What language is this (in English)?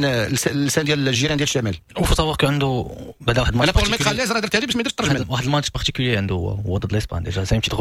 Moroccan Arabic